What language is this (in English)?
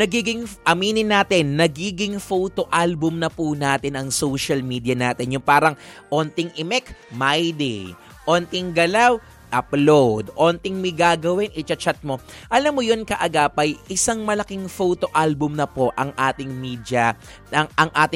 Filipino